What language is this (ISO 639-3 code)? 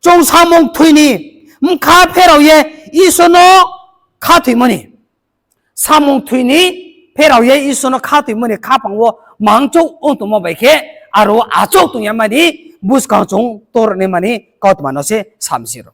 ria